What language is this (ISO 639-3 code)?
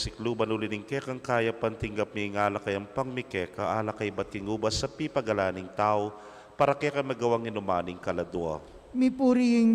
pam